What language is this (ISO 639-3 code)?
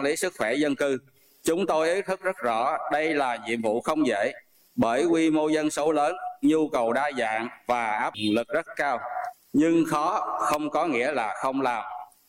vie